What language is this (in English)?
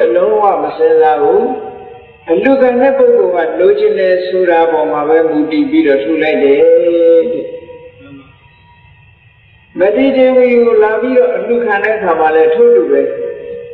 Burmese